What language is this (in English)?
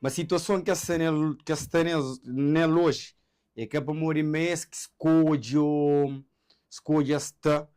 Kabuverdianu